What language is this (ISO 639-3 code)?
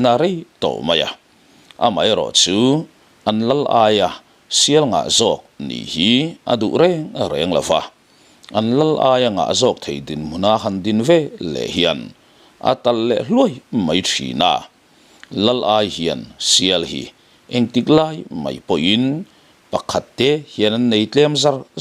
lus